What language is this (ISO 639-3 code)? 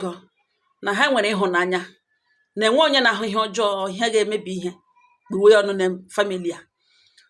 ibo